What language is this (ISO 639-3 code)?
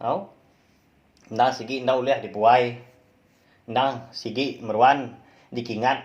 iba